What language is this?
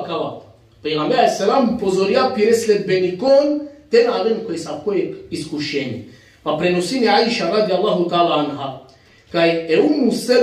Balkan Romani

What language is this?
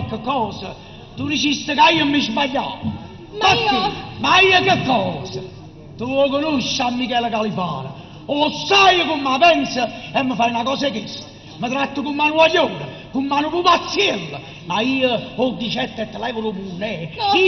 Neapolitan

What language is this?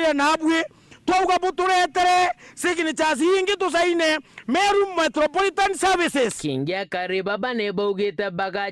Meru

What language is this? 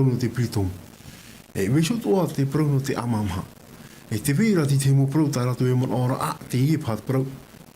Tahitian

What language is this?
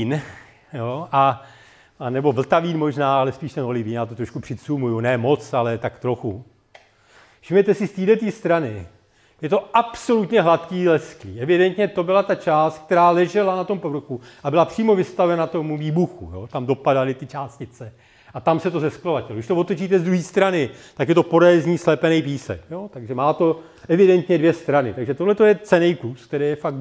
Czech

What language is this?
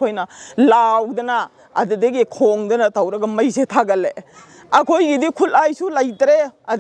Manipuri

